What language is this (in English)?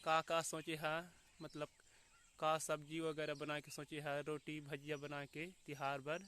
Chhattisgarhi